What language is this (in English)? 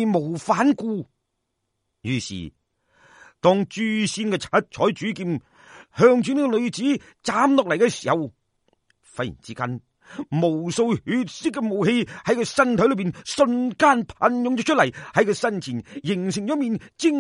Cantonese